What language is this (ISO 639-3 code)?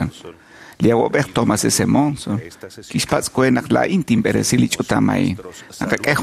kek